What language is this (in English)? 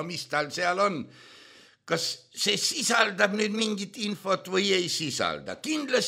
Estonian